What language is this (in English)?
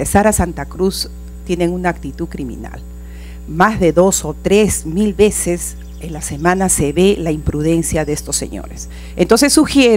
Spanish